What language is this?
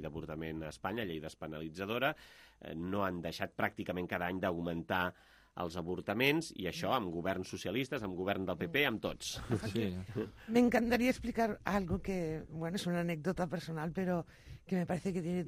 Catalan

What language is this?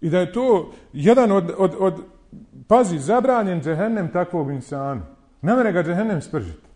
Bosnian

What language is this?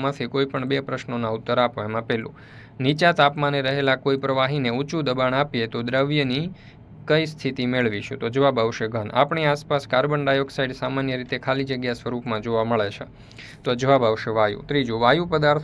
Gujarati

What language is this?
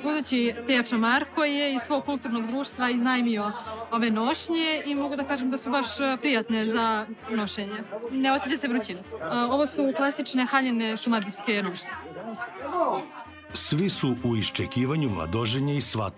Serbian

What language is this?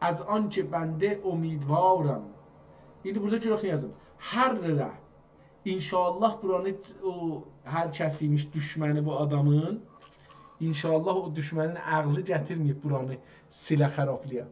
South Azerbaijani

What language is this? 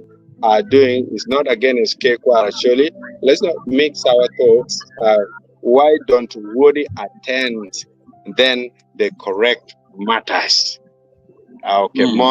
Acoli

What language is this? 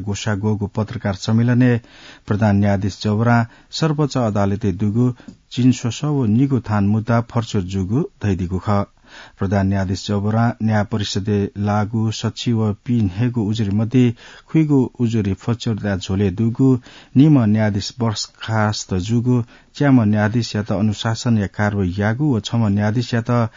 Newari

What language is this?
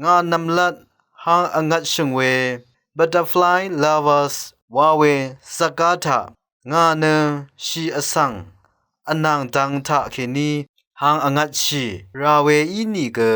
Rawang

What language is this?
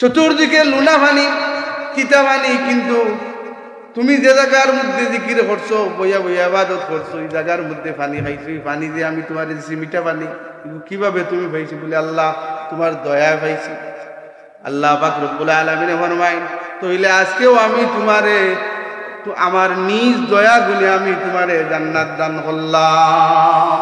Sylheti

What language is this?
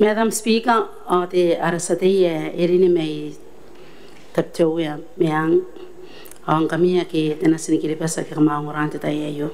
Gilbertese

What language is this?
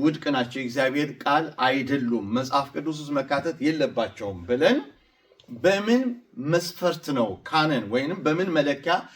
Amharic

